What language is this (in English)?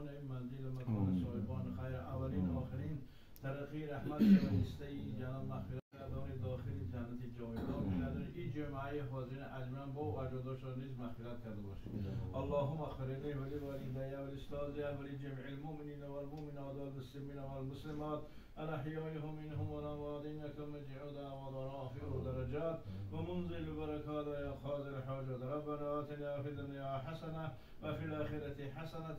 Tajik